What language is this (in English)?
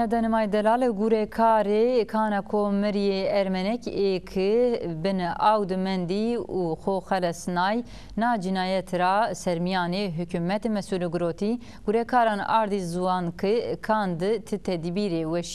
Zaza